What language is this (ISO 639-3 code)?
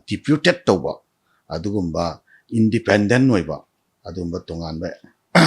mni